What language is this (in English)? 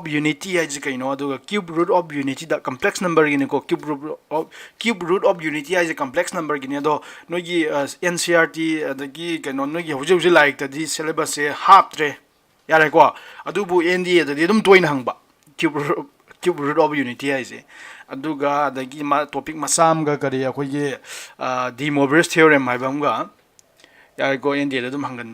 Manipuri